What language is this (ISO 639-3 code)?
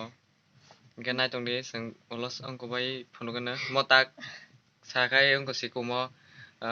trp